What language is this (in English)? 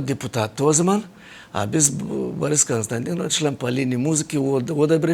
Gagauz